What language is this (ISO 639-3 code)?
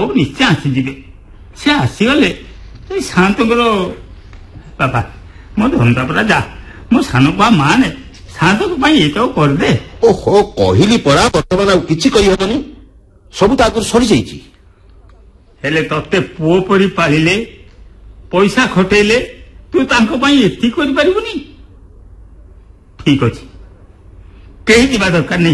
ori